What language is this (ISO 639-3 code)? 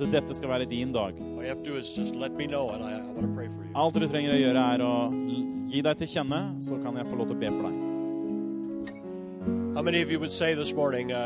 nor